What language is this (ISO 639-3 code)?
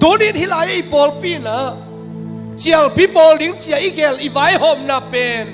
ctd